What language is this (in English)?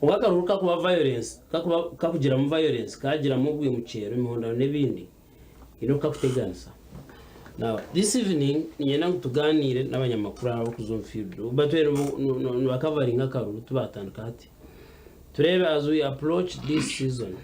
Nyankole